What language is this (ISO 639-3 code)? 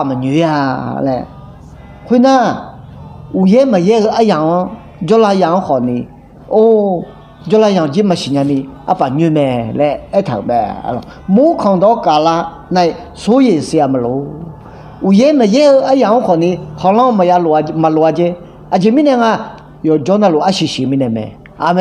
ahk